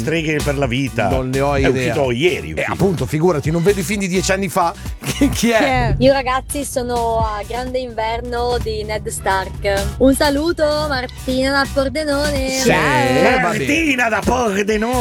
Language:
Italian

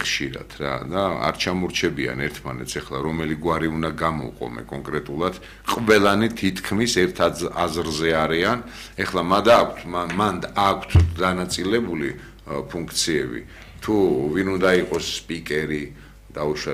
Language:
Georgian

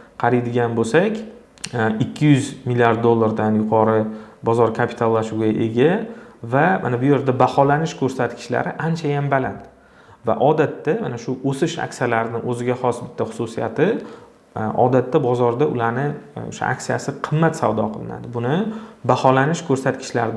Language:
Uzbek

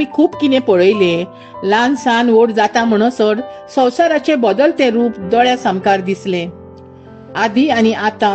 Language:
Konkani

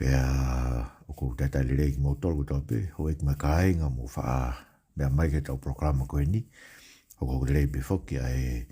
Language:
Tongan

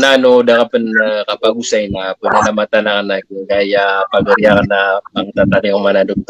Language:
Maranao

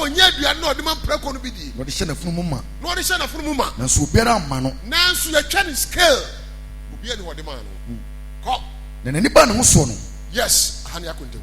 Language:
Akan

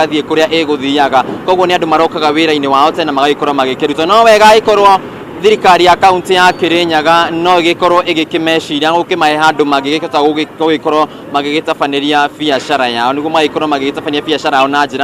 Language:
Kikuyu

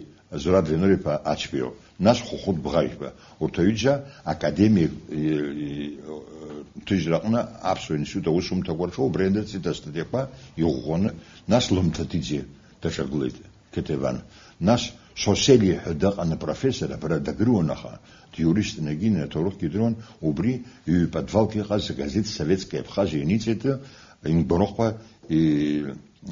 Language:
Abkhazian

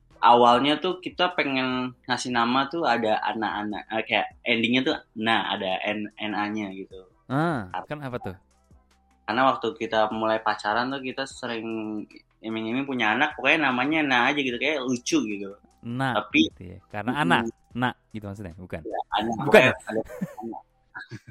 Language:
Indonesian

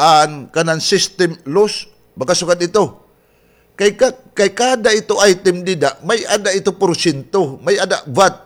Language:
Waray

